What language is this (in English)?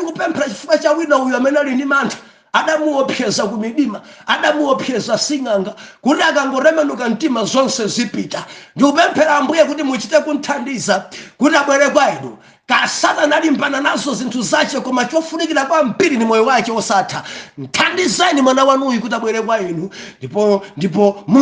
Nyanja